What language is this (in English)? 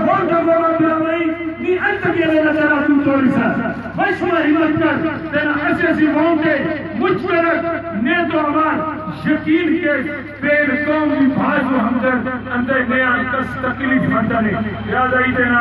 Brahui